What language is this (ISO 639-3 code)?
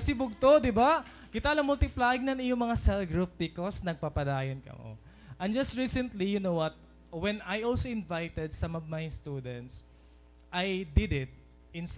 war